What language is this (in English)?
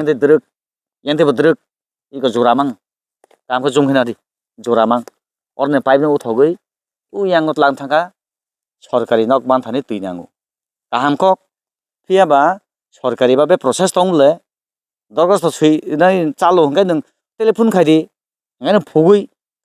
Kok Borok